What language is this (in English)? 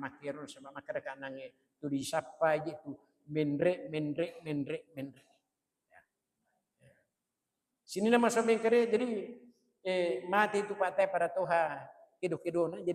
Buginese